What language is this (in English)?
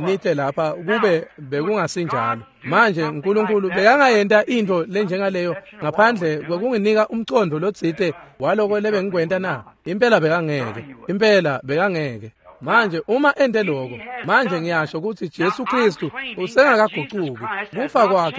Swati